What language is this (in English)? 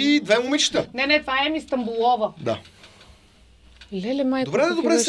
Bulgarian